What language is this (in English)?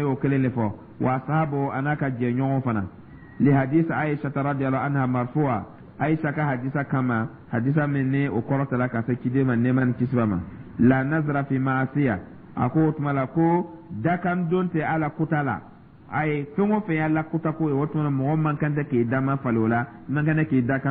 Dyula